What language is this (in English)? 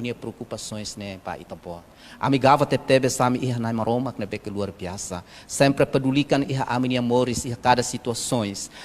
Tetum